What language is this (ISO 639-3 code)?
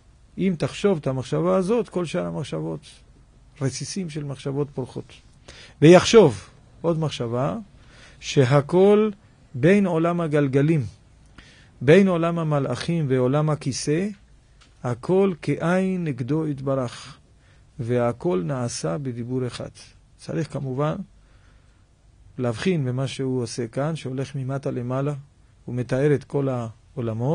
heb